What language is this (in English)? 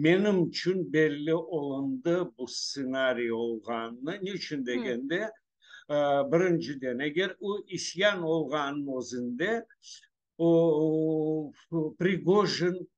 Crimean Tatar